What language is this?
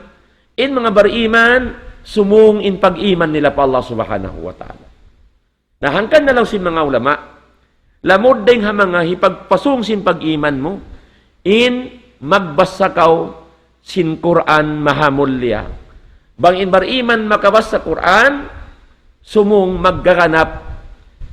Tausug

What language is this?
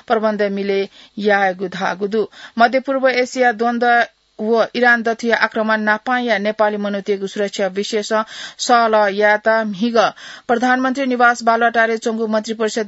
Newari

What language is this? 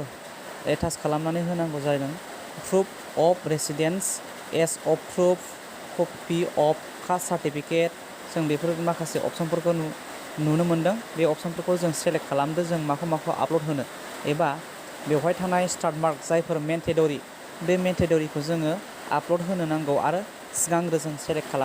Bodo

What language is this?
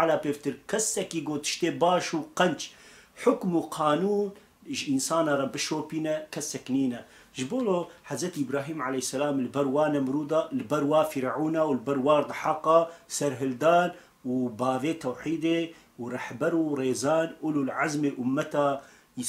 Kurdish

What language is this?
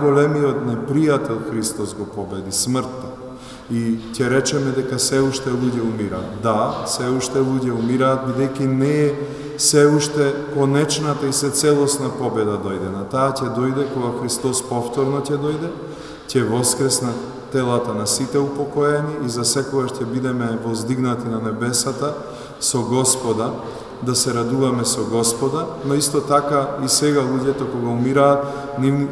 Macedonian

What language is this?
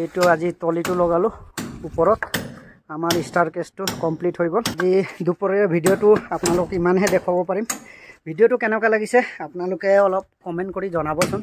Assamese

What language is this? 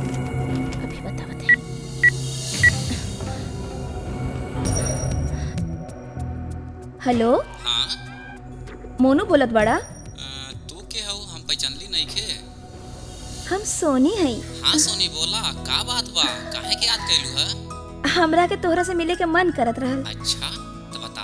Bhojpuri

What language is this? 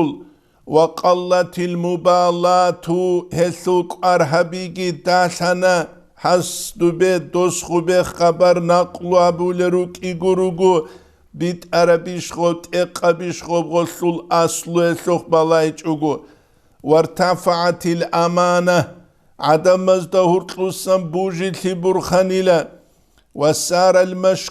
Avaric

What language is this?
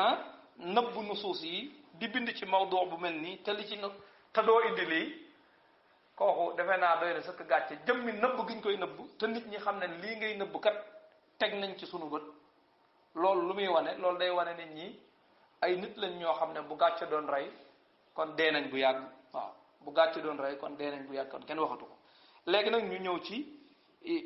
Wolof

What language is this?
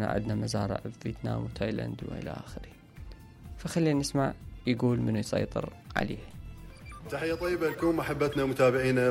Mesopotamian Arabic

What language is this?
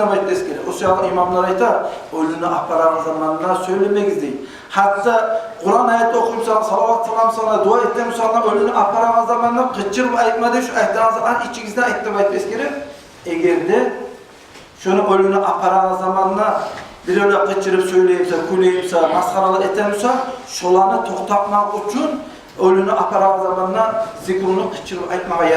Kumyk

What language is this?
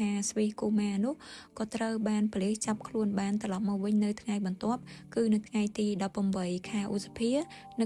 Khmer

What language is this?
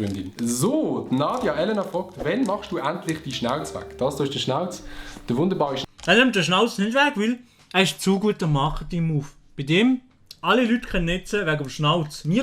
Swiss German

